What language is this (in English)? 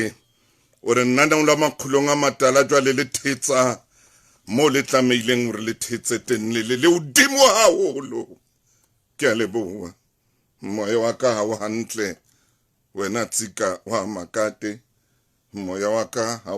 Southern Sotho